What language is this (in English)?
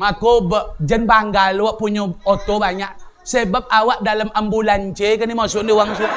Minangkabau